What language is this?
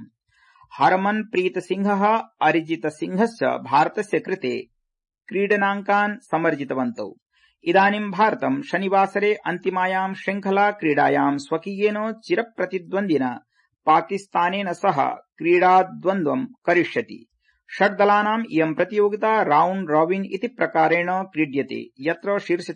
Sanskrit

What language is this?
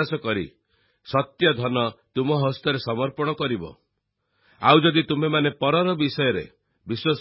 Odia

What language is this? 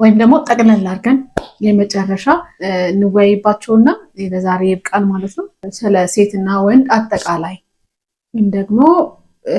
Amharic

